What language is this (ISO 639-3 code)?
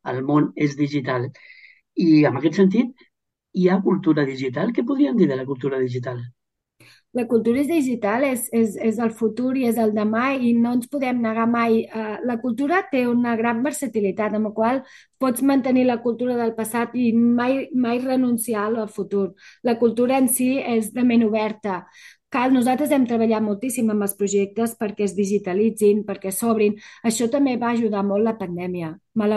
cat